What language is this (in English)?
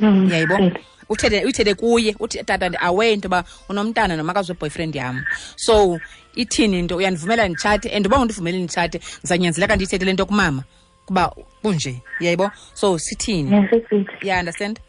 Xhosa